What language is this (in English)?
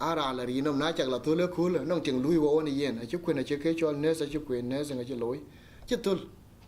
Dinka